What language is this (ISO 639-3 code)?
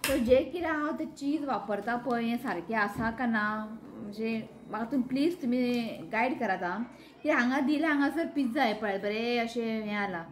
kok